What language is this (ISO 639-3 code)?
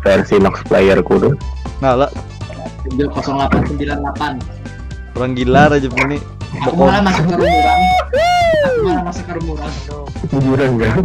bjn